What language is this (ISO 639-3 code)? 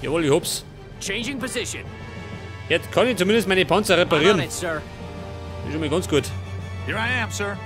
bar